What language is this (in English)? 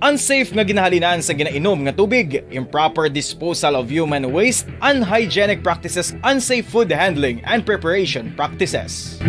Hiligaynon